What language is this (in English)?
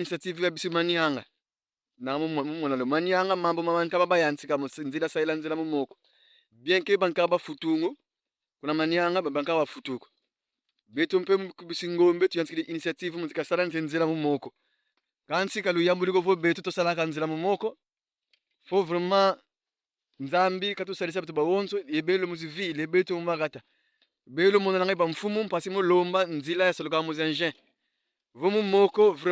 Kongo